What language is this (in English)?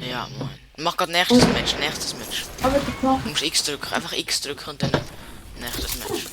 Swiss German